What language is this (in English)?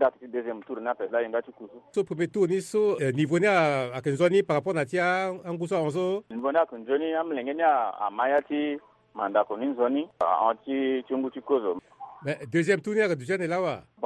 Sango